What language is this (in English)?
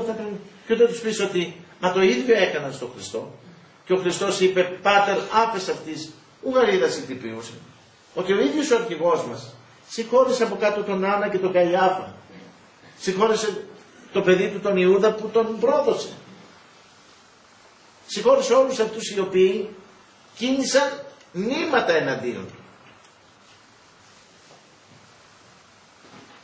Greek